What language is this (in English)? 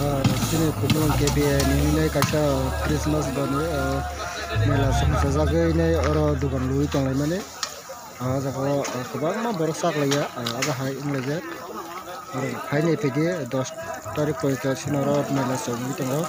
Kok Borok